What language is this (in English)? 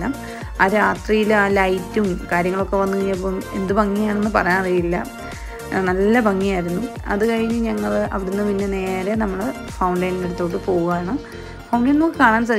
Malayalam